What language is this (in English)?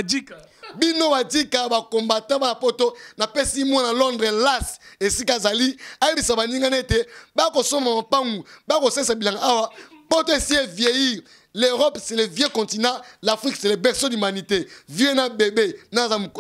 Lingala